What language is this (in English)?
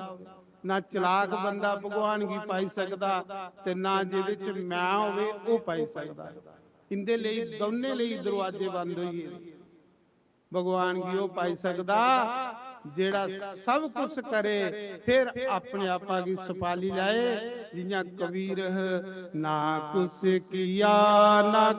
Dogri